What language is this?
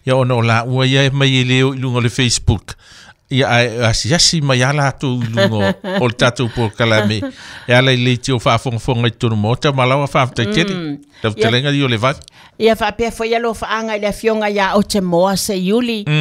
Samoan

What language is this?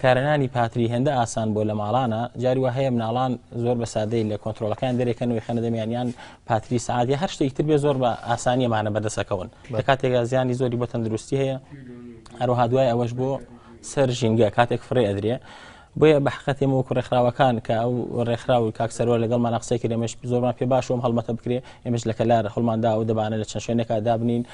Central Kurdish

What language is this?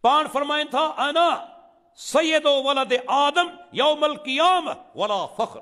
Sindhi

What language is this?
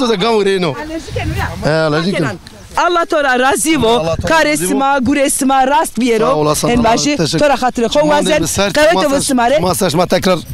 Zaza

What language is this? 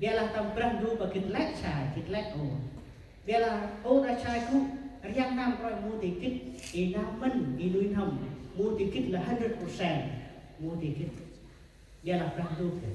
Central Mnong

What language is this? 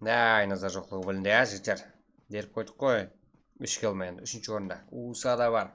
Kara-Kalpak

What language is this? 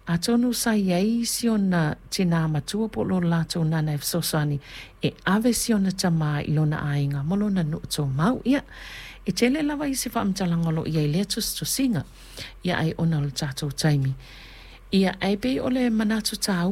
Samoan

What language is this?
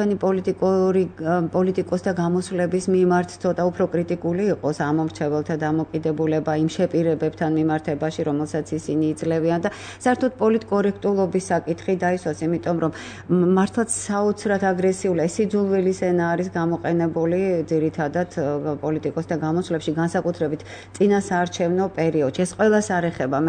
Georgian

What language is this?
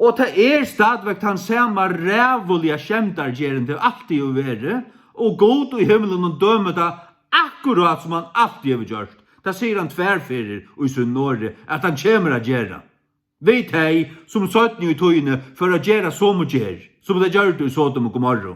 Faroese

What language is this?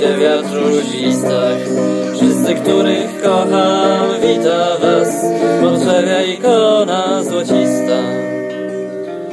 Polish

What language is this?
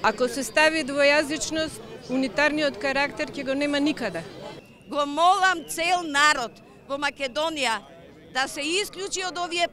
Macedonian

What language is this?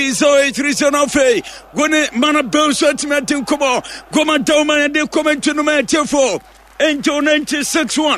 Akan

